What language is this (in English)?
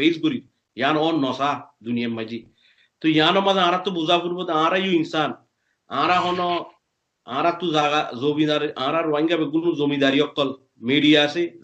Rohingya